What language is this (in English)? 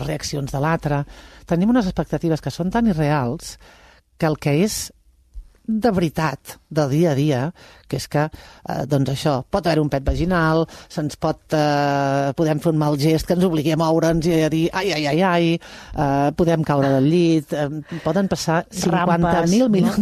Catalan